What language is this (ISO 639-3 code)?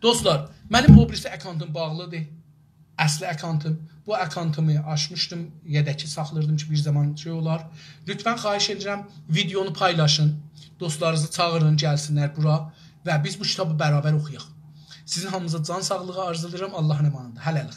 azb